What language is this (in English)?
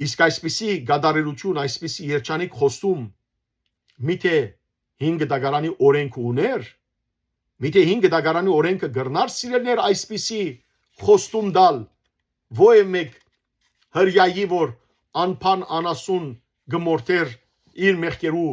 Western Armenian